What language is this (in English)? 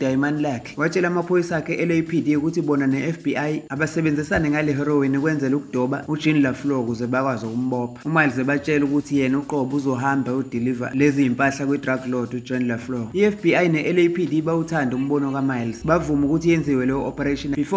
Zulu